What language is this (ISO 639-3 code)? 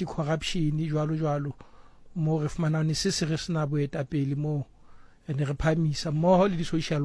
tsn